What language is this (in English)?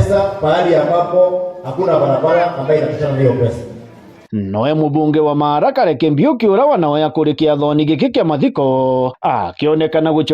Meru